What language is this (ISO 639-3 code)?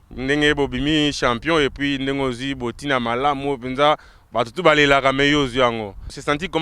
lin